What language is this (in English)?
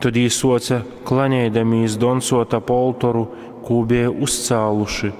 Latgalian